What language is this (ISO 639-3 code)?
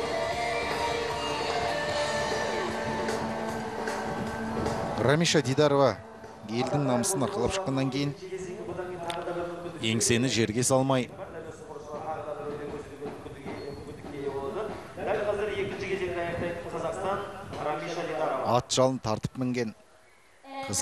kaz